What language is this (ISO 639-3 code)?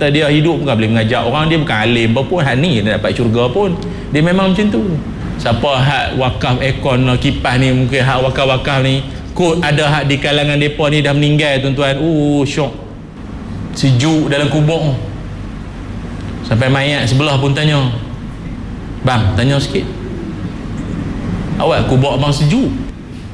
msa